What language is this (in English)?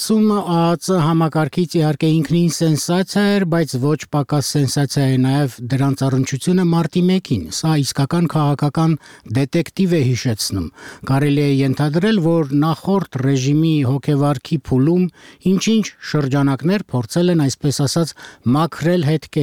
Armenian